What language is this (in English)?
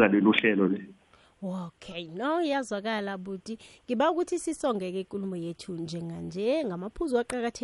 South Ndebele